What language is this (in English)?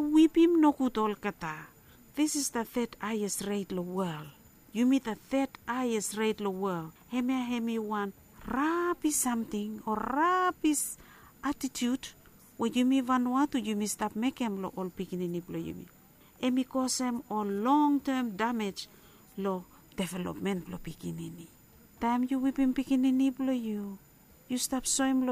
Bislama